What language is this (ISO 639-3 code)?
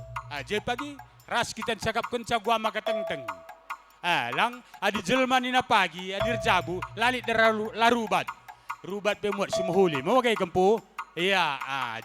btx